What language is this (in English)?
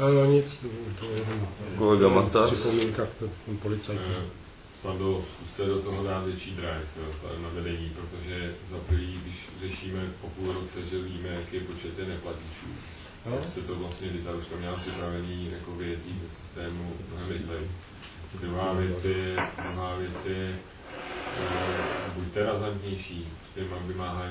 Czech